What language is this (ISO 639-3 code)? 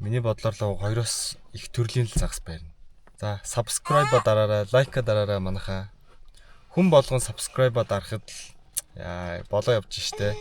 mon